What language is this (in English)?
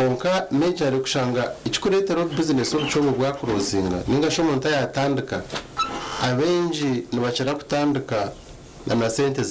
Nyankole